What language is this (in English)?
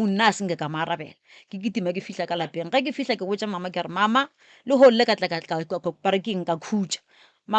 Northern Sotho